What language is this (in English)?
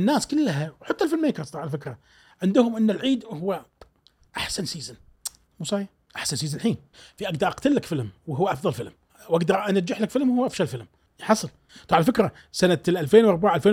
Gulf Arabic